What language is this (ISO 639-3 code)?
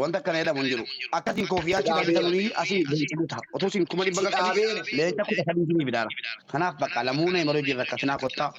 orm